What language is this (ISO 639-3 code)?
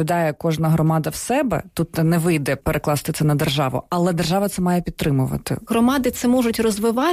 ukr